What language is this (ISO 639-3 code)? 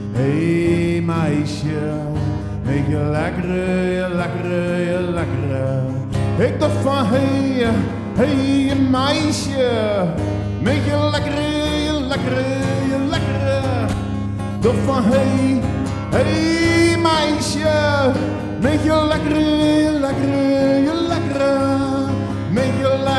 zea